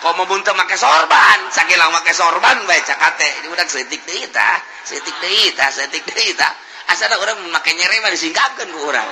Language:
Sundanese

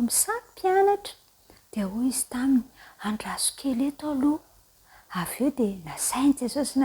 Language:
Malagasy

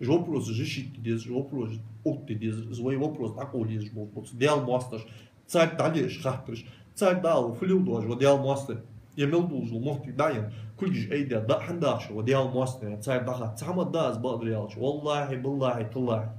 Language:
Ingush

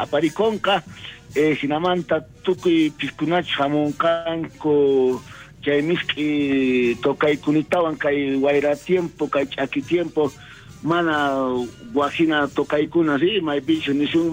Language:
South Bolivian Quechua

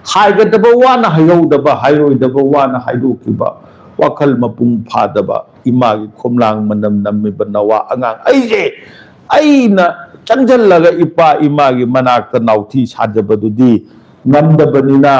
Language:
Manipuri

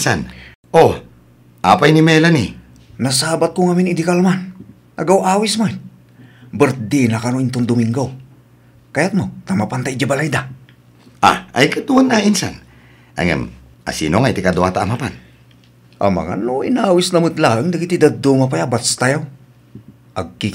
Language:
Iloko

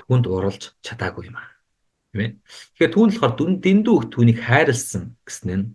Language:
Mongolian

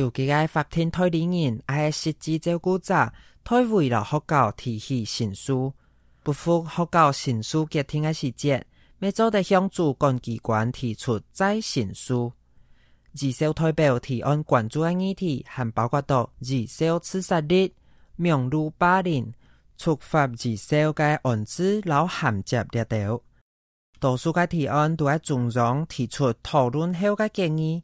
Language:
Hakka Chinese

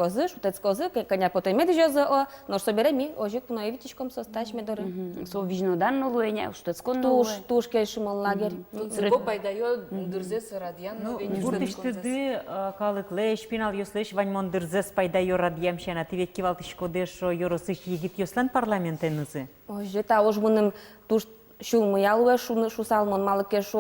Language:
Udmurt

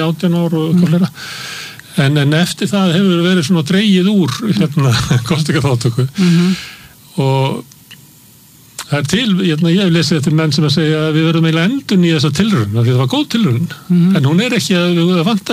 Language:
Icelandic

